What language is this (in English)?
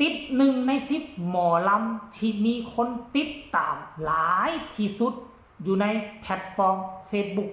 Northeastern Thai